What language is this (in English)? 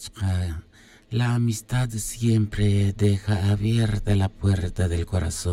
Tz'utujil